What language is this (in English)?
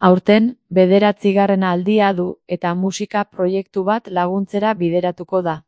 Basque